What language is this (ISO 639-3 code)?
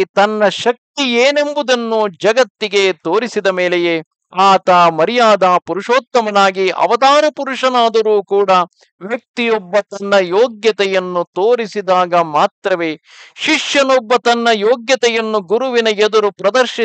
kan